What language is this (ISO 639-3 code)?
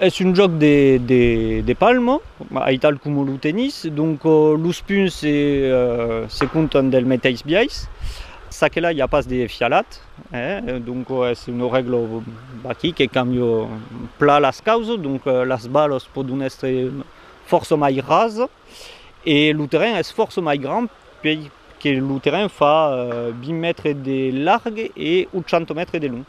oci